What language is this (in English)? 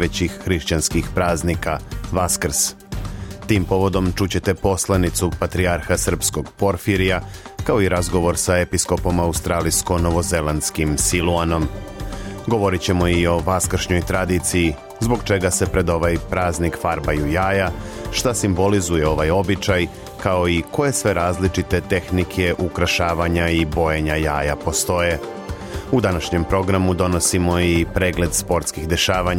Serbian